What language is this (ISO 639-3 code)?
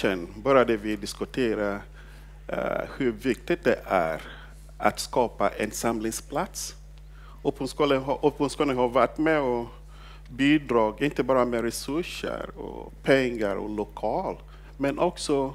swe